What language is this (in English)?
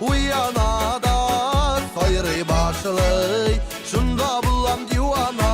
Tatar